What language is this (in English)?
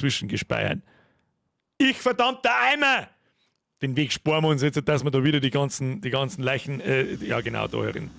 Bavarian